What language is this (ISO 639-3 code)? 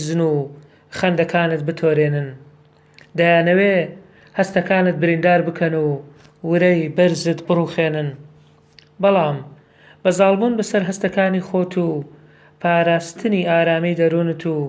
ckb